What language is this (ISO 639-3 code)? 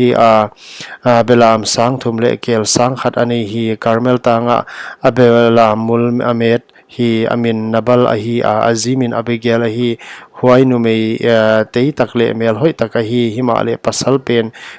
pck